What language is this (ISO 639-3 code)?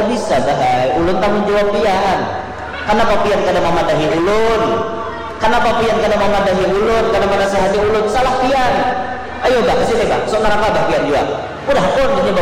bjn